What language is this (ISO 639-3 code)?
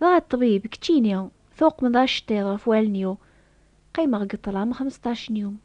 kab